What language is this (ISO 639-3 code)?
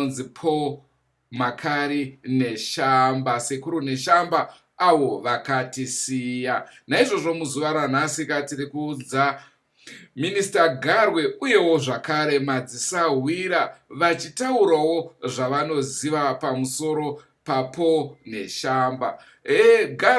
sna